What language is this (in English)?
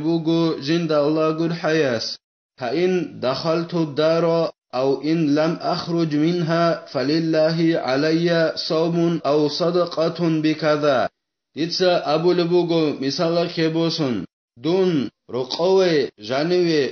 Avaric